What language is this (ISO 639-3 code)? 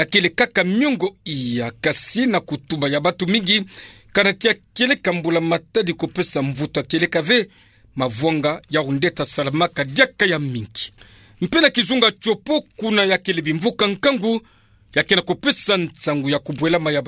ktu